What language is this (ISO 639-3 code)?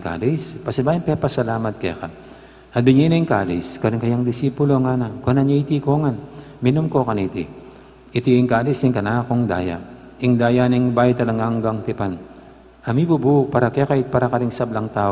pam